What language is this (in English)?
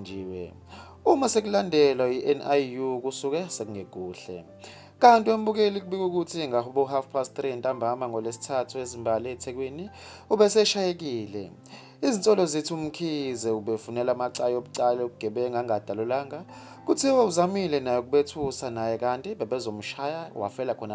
Zulu